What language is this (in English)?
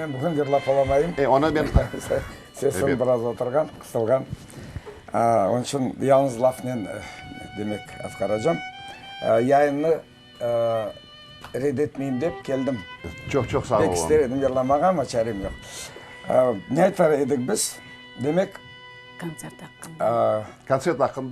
Crimean Tatar